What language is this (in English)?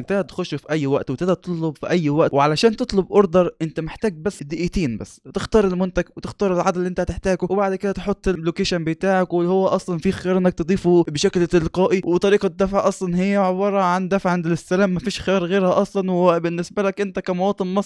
Egyptian Arabic